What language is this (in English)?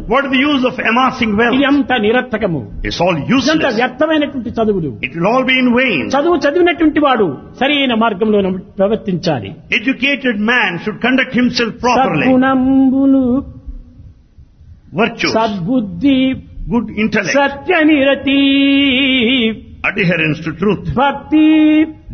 Telugu